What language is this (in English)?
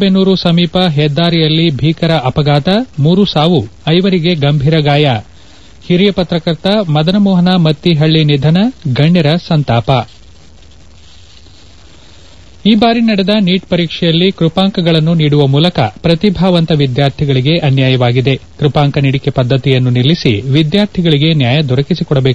Kannada